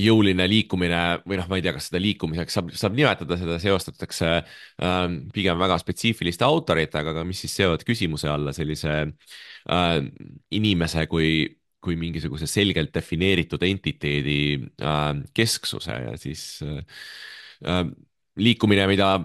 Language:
Estonian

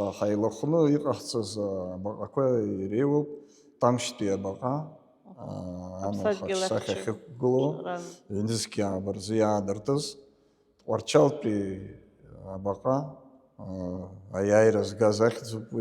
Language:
Abkhazian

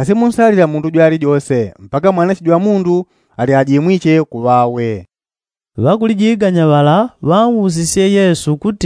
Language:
Yao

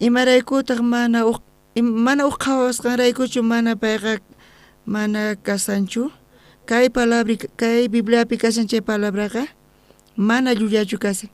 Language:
South Bolivian Quechua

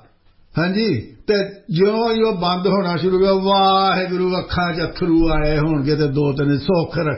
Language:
Punjabi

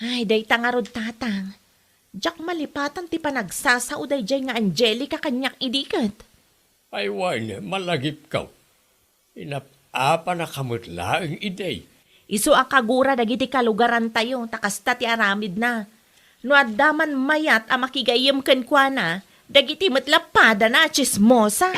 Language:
Iloko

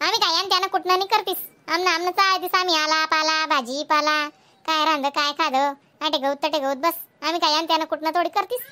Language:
Khandesi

